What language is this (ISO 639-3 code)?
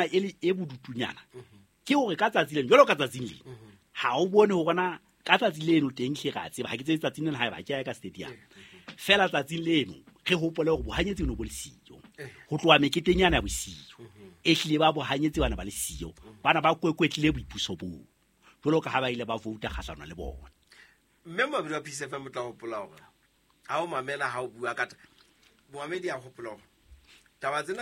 sot